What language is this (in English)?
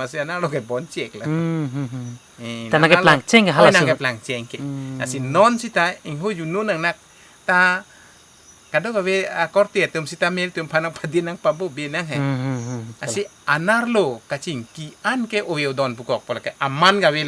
Karbi